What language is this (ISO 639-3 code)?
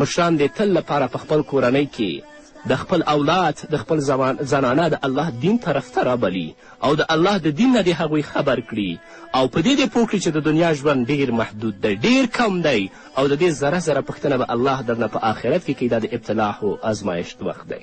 pus